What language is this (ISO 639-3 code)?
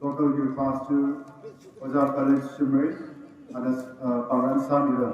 nmf